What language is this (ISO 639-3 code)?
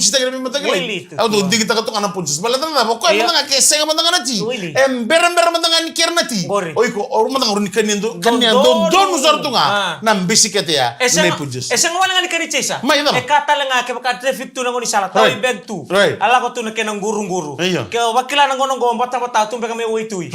fij